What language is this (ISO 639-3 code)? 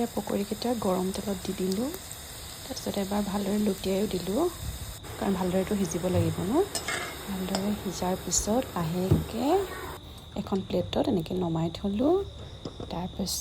asm